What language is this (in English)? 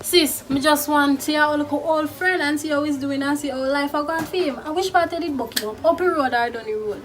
Jamaican Creole English